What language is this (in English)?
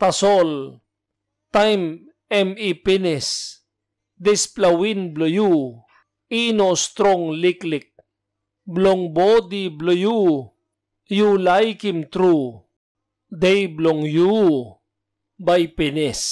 Tok Pisin